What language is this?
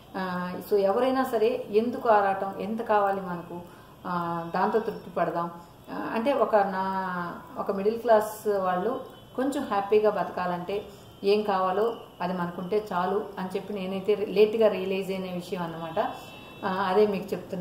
Telugu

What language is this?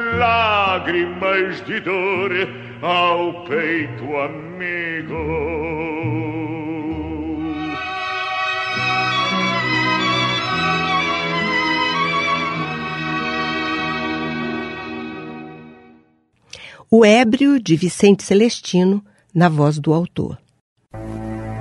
Portuguese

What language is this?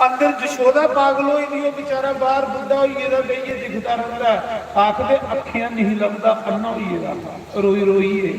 Dogri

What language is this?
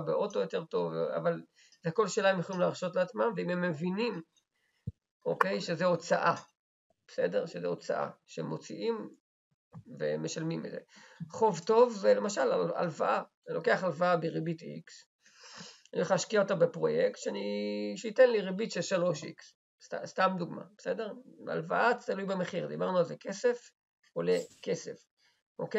Hebrew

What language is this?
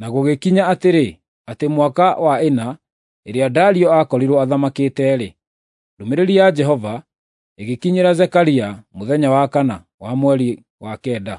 Kikuyu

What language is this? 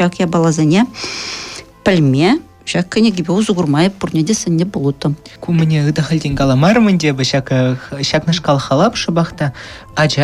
Chuvash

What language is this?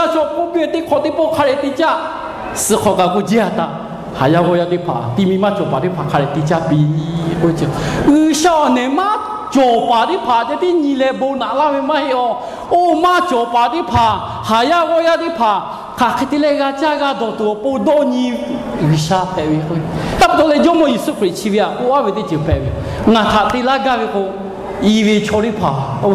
Lahu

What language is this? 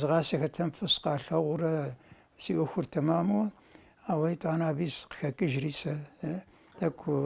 Kabardian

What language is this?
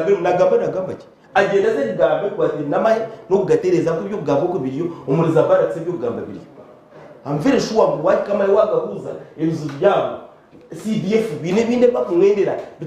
Nyankole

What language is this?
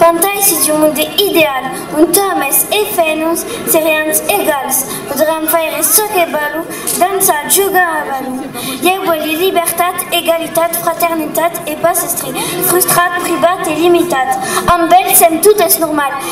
Occitan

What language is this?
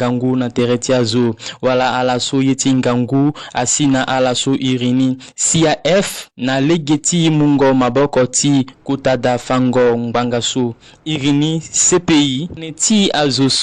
Sango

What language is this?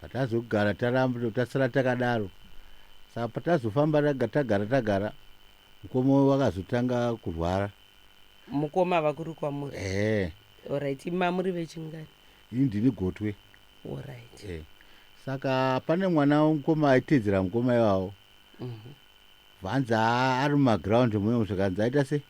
Shona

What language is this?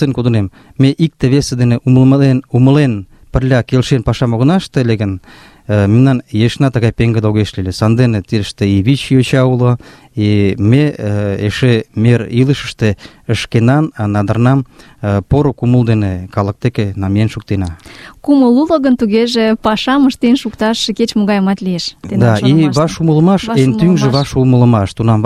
Mari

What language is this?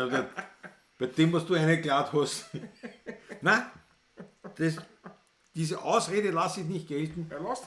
Bavarian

